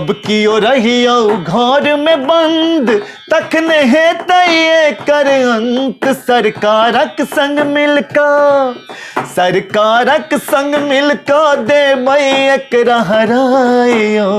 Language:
Maithili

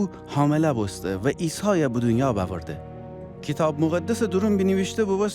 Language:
Gilaki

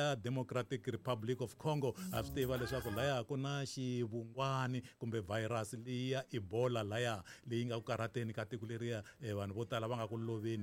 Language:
Tsonga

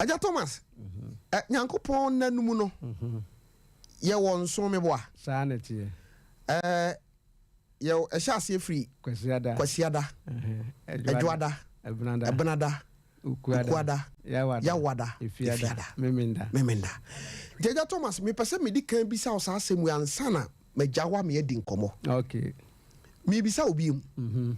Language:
Akan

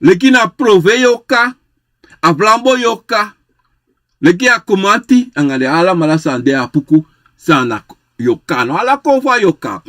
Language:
Sranan Tongo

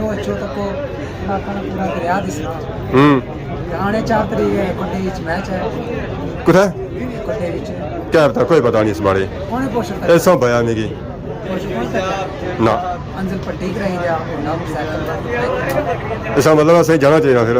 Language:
Pahari-Potwari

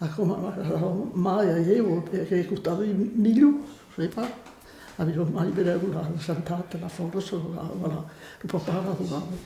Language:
Occitan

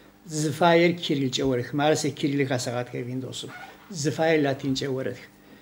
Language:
Adyghe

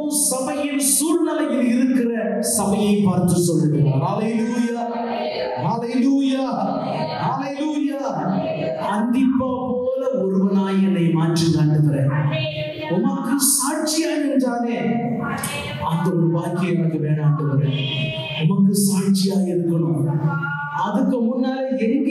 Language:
Tamil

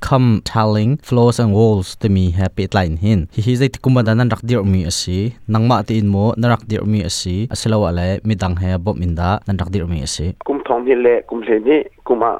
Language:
Hakha Chin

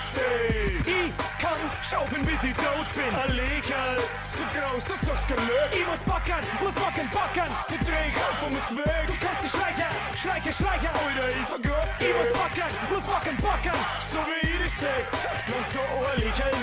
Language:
Bavarian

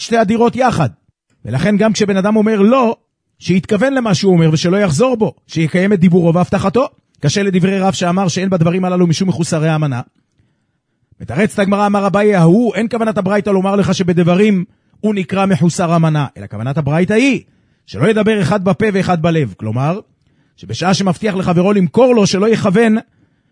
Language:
Hebrew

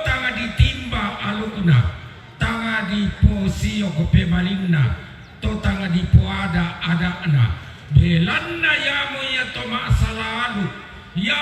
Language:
Toraja-Sa'dan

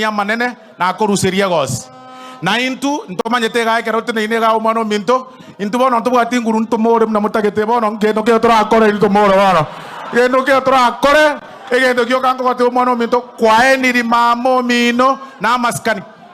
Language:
Gusii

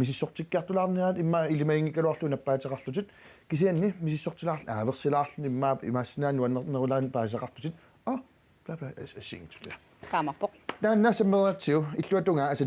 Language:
Kalaallisut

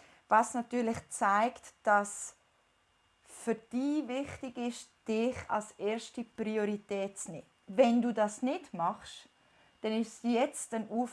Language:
Swiss German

